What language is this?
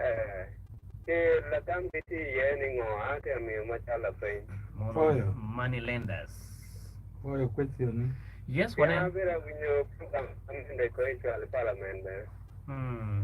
Acoli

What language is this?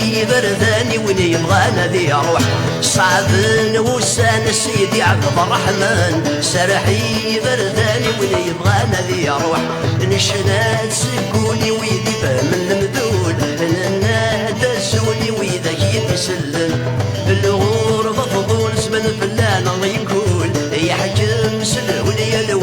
Kabyle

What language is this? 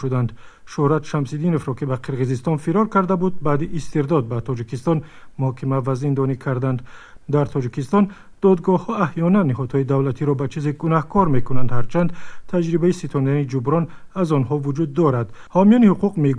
Tajik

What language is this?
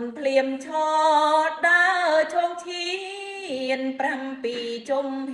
Khmer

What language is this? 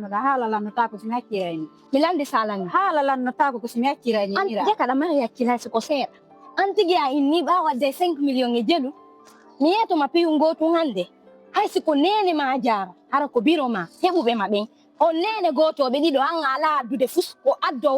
Fula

